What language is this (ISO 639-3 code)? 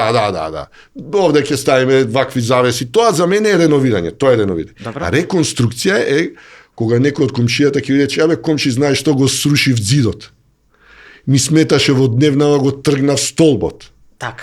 mkd